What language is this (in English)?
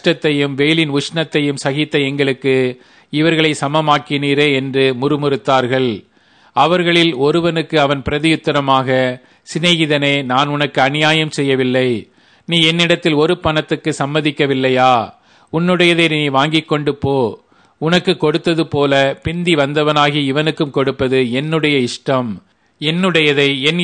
Tamil